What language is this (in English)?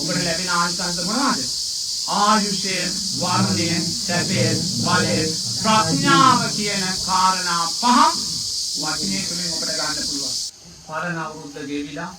Sinhala